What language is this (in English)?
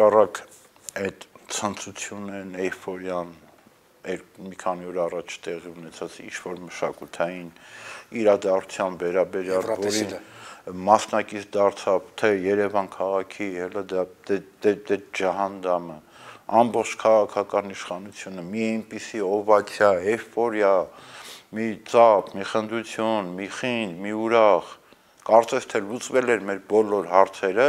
Armenian